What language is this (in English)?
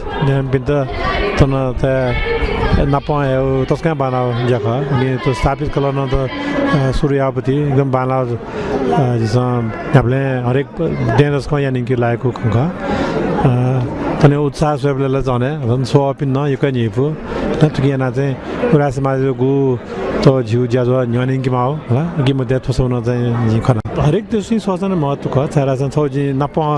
Newari